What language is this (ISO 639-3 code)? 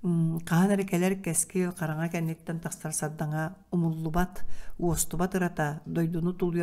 sah